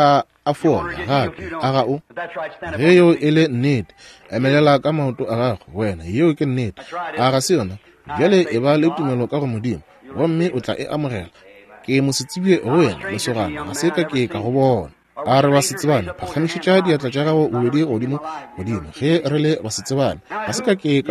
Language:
Northern Sotho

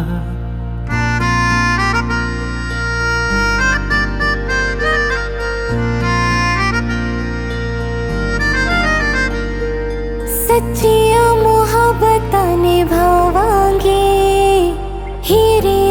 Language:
Hindi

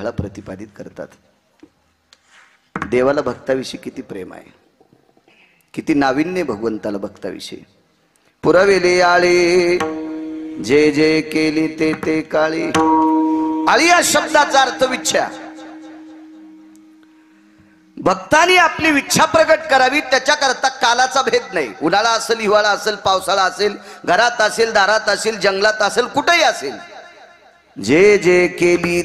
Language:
Marathi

